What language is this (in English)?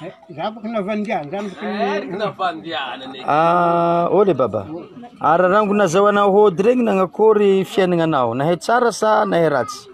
Malagasy